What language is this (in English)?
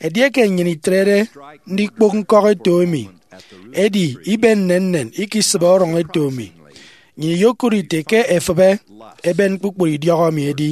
Efik